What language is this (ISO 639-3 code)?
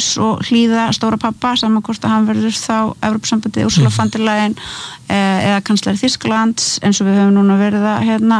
isl